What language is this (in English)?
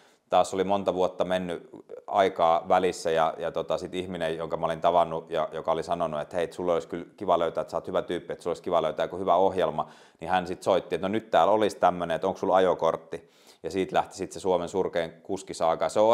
Finnish